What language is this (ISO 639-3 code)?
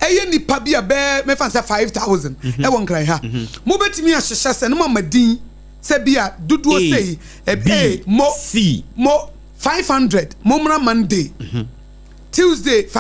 aka